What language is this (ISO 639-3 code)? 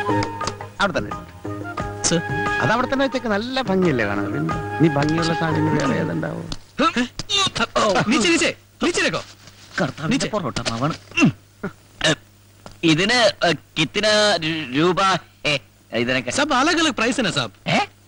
mal